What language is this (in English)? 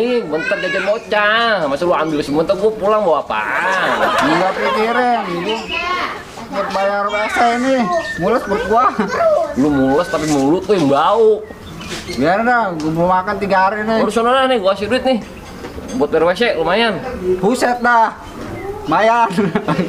Betawi